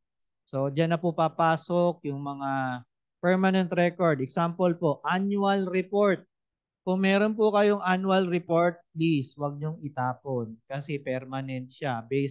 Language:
Filipino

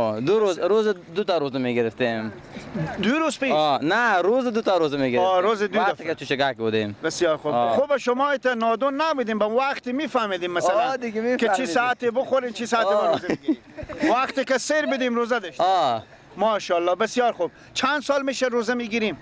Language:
Persian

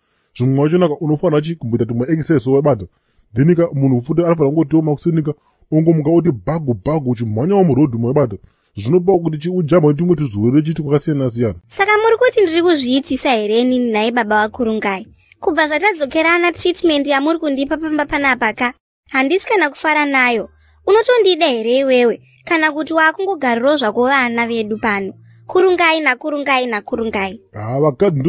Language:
Shona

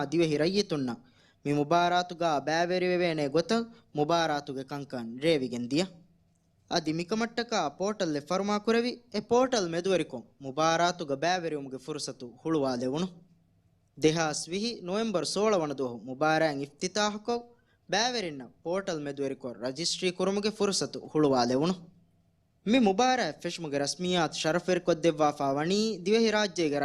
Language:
Divehi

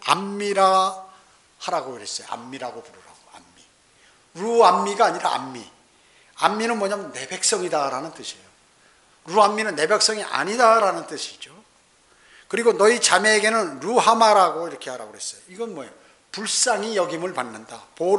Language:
Korean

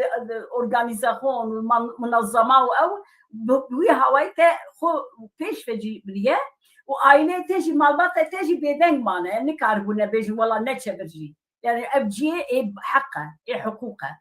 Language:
Kurdish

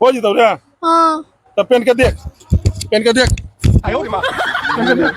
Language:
Magahi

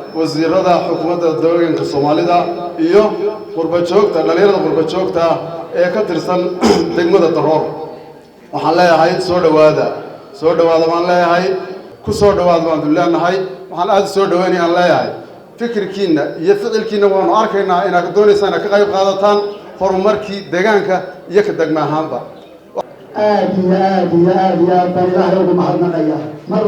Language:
Somali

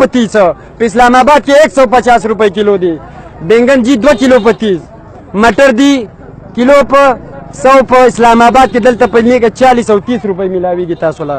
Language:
Pashto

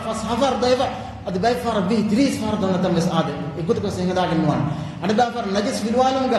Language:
Divehi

